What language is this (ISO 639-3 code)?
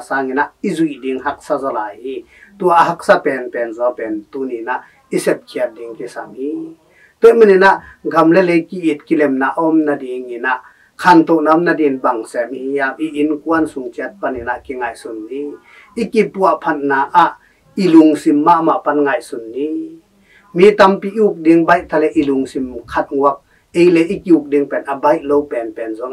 ctd